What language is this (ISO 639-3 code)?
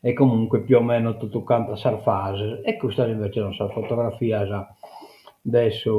srd